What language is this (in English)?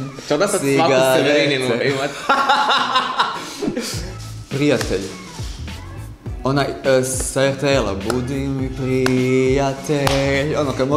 Croatian